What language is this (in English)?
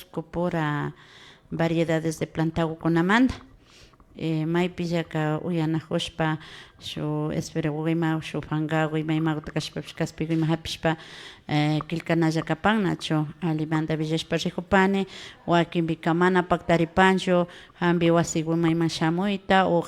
Imbabura Highland Quichua